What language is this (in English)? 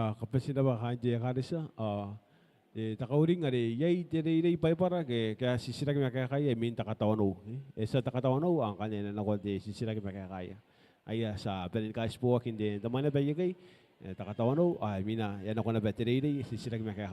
Gilbertese